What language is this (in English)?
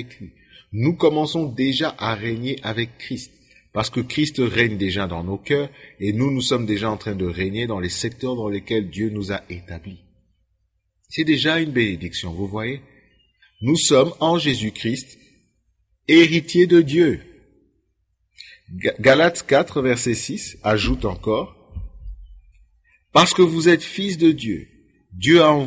French